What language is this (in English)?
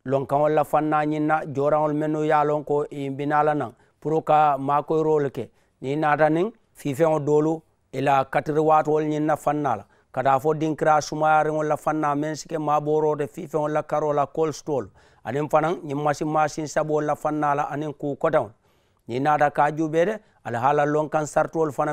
Mandingo